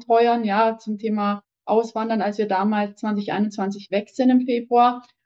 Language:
German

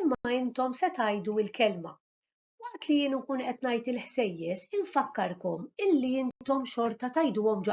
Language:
Maltese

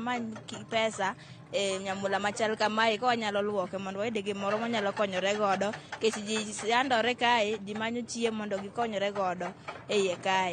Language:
Luo (Kenya and Tanzania)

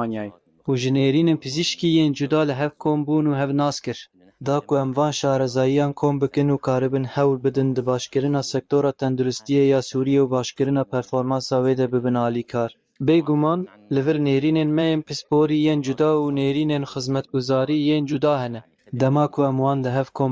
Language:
Kurdish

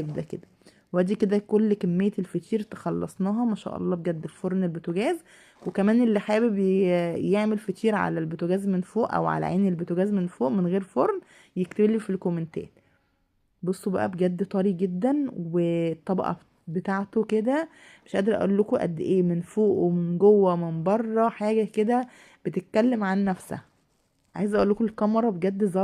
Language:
Egyptian Arabic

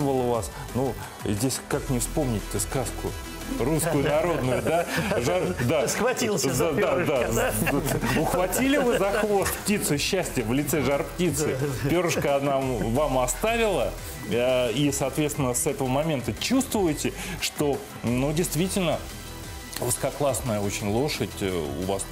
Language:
Russian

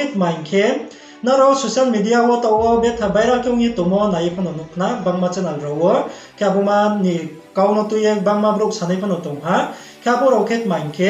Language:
Riang (India)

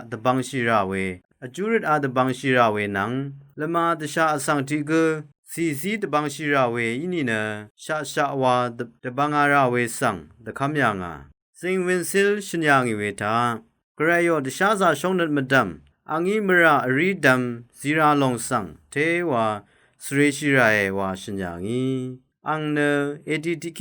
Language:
Rawang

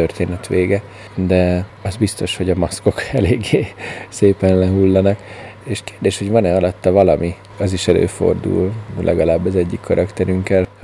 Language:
Hungarian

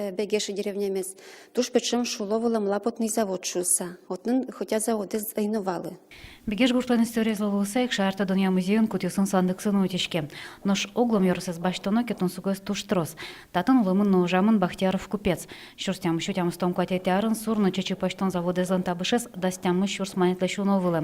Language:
Udmurt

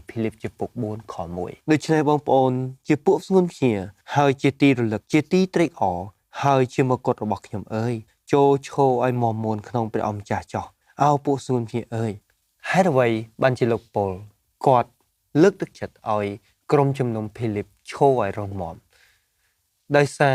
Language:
Khmer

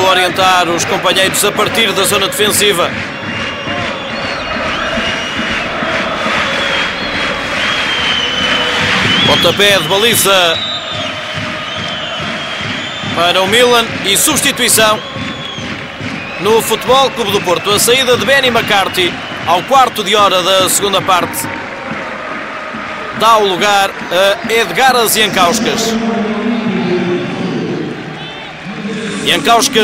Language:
Portuguese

